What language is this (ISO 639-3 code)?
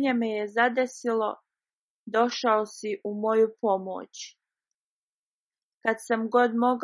bos